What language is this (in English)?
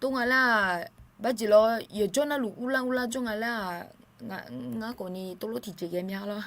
Akha